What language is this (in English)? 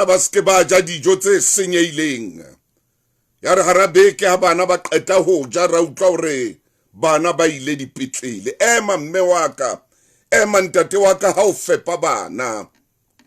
Southern Sotho